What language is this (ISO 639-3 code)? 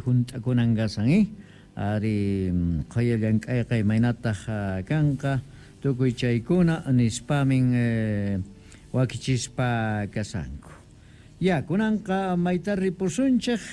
que